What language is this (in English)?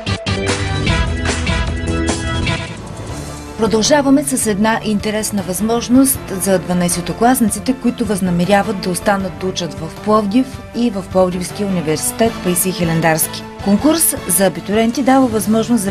Bulgarian